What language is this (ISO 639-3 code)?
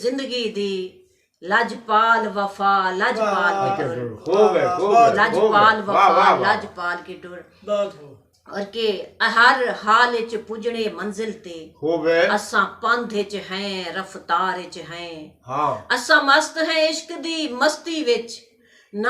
skr